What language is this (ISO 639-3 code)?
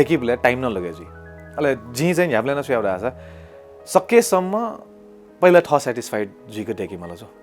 new